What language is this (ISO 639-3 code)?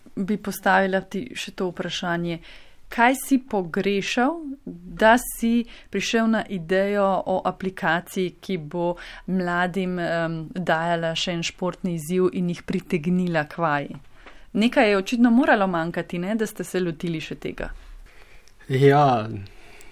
slv